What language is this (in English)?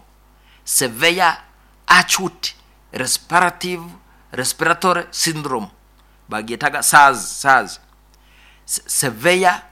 Nyoro